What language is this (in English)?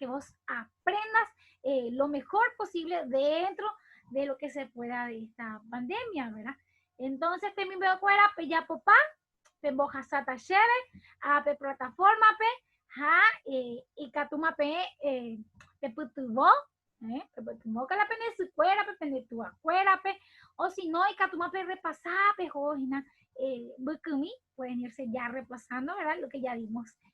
Guarani